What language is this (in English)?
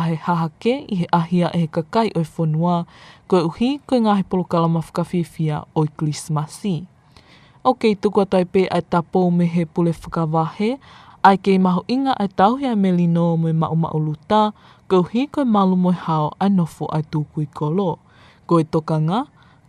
Tongan